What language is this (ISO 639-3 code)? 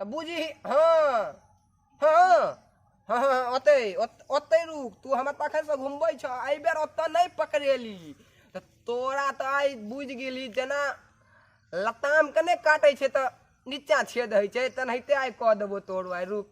mai